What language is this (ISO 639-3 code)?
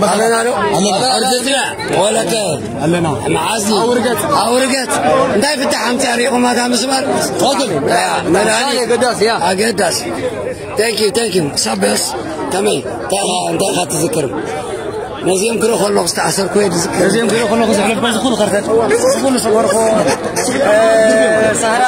tir